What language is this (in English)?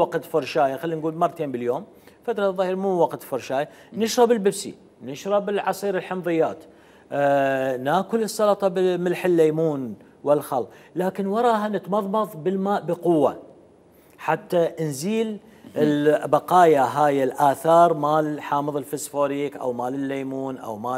Mesopotamian Arabic